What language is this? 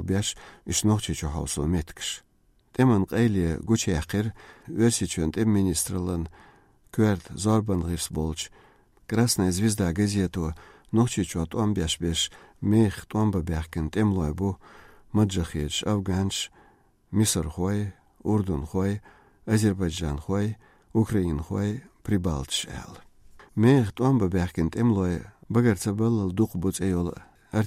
Chechen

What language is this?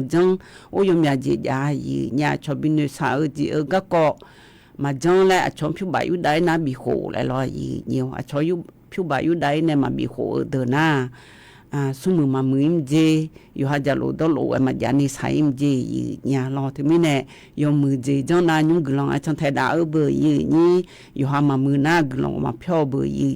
Akha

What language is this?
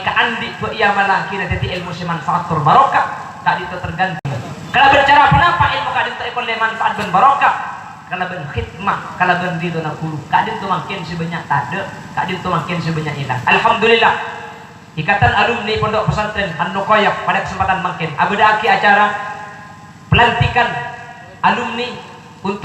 Madurese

